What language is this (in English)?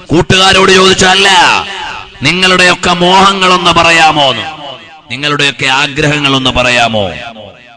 Malayalam